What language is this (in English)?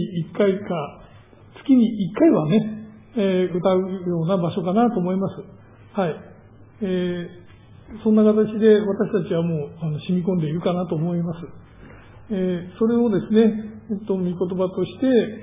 Japanese